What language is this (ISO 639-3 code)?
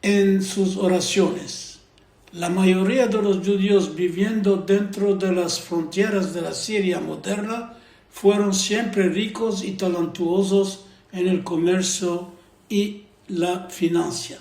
lad